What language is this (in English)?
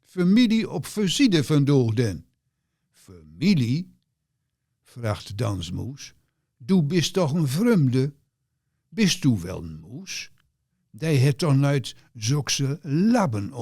Gronings